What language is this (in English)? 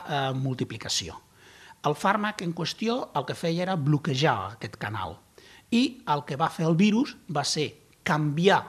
Catalan